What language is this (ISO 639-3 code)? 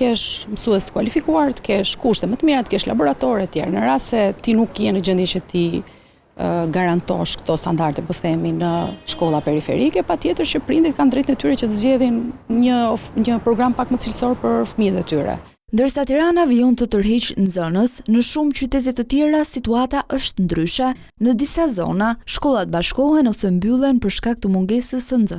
sqi